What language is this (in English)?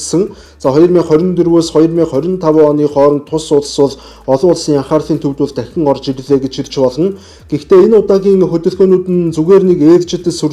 Mongolian